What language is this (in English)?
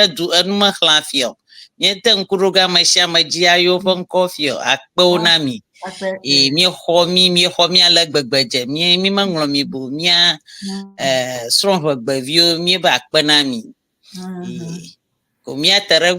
Ewe